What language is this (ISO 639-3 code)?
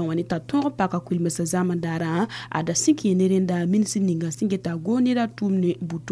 mos